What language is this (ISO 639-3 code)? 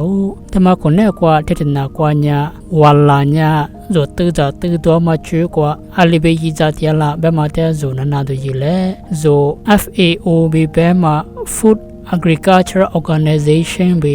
lis